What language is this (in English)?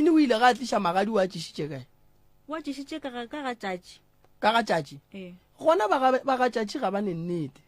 Northern Sotho